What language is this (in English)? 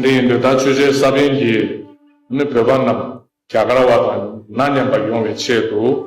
Tibetan